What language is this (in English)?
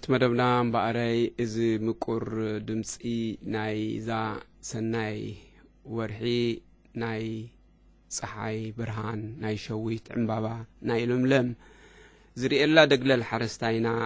Tigrinya